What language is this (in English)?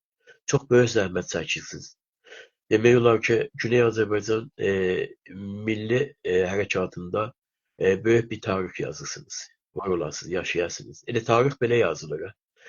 South Azerbaijani